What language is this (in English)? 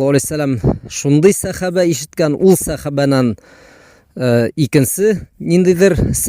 Bashkir